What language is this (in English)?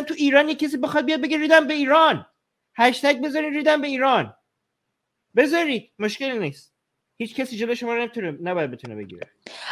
Persian